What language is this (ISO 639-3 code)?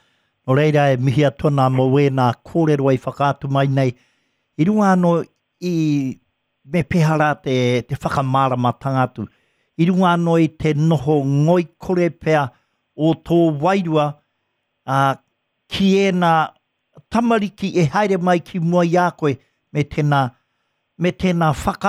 mri